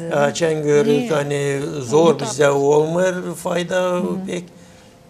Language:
Gagauz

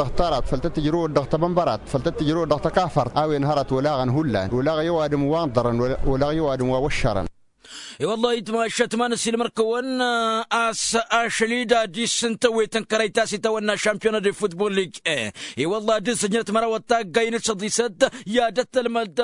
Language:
Tamasheq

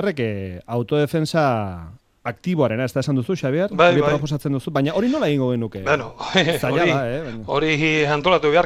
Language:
Basque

